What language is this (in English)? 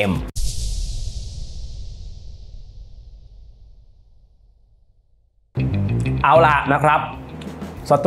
Thai